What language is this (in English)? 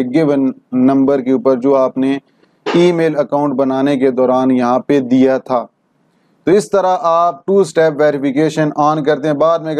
Urdu